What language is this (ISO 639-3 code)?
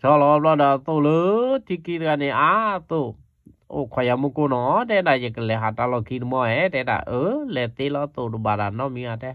ksw